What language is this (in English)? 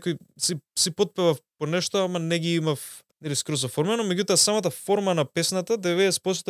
Macedonian